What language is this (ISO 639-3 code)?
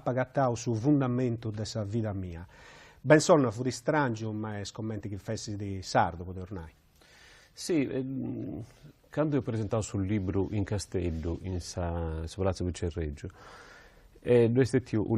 srd